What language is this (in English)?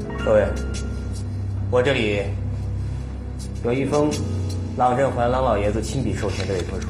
Chinese